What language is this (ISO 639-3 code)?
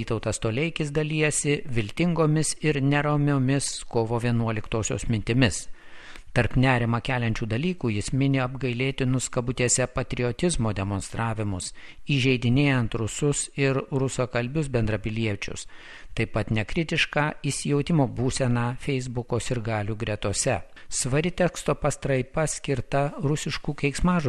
lit